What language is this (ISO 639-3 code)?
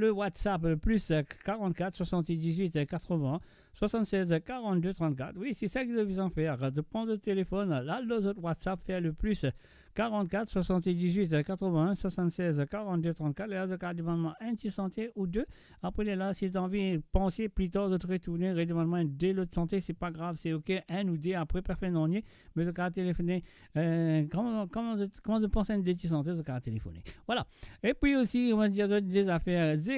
mfe